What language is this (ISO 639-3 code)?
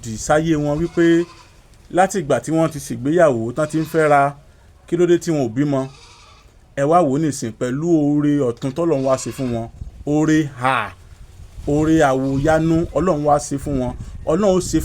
yor